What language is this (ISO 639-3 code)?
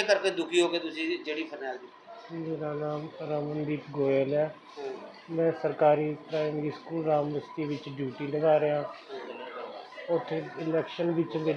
pan